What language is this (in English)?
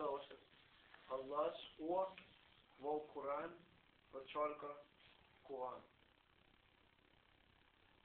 Danish